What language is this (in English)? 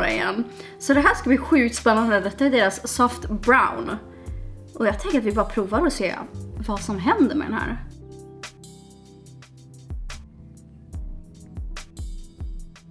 Swedish